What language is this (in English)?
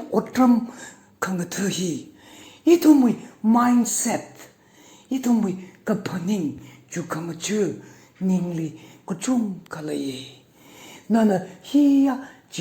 Tangkhul Naga (India)